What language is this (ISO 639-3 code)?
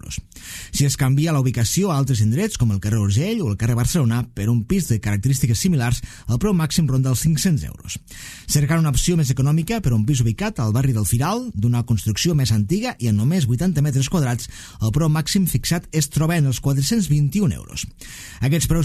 cat